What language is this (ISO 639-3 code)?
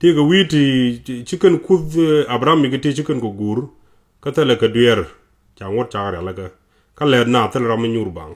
nus